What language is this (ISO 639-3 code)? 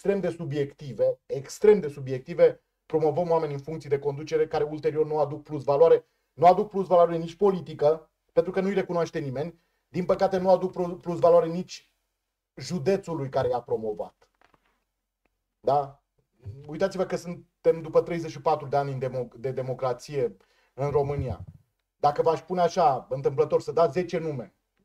ron